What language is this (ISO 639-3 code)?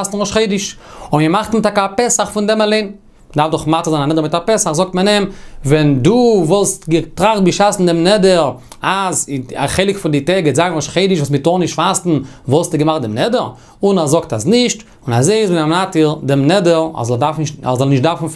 yid